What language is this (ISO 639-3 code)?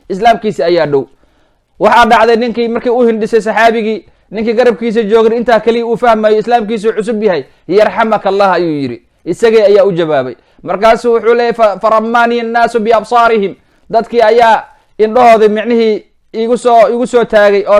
som